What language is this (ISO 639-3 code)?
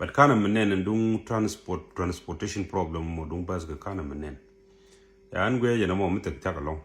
nus